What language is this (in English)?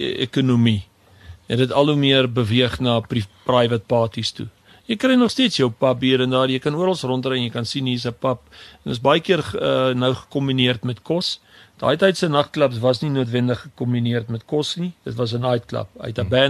Afrikaans